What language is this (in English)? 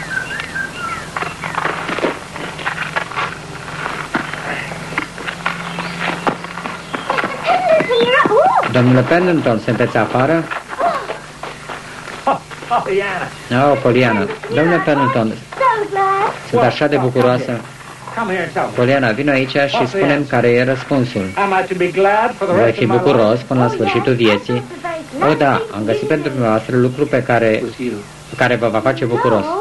Romanian